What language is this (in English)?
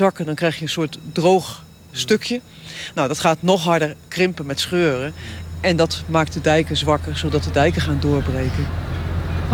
Dutch